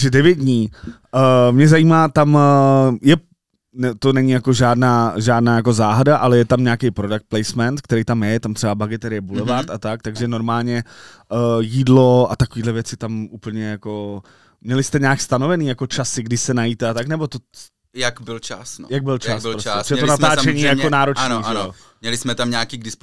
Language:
Czech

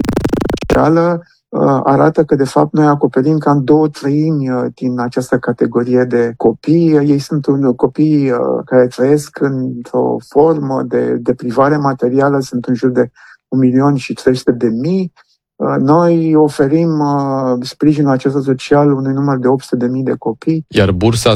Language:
Romanian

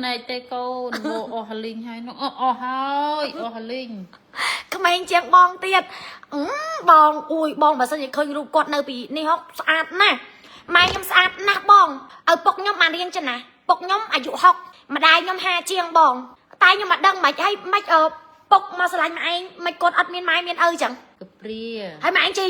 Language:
Khmer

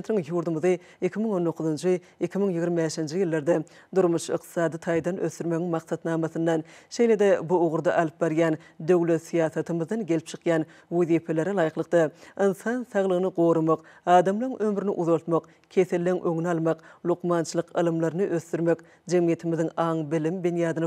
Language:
Turkmen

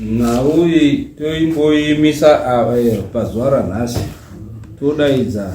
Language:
Shona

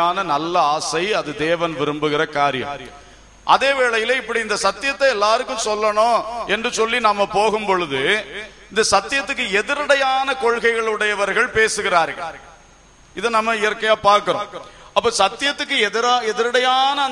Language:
Tamil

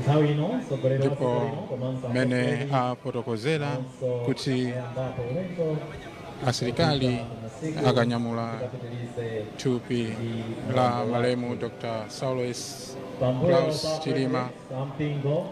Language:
Nyanja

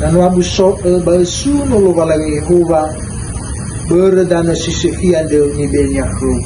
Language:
Nias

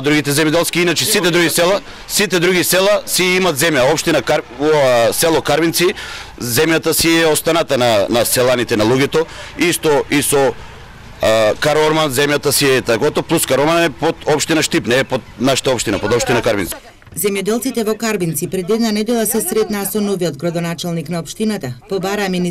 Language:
Macedonian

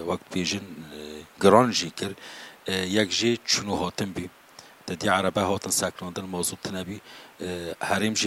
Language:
Kurdish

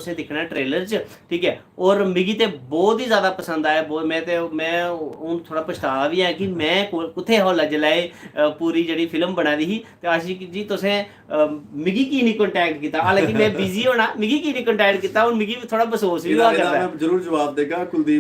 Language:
Dogri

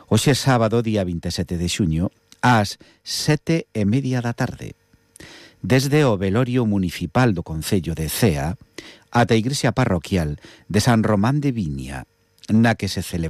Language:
Galician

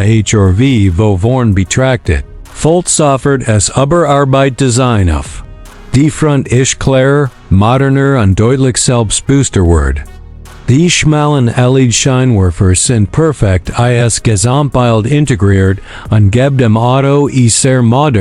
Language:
Swiss German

